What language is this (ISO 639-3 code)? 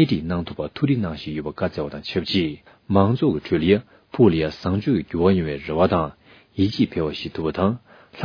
bod